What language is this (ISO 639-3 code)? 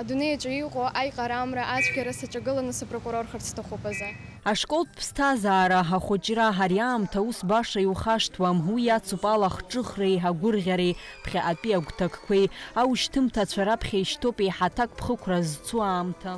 abk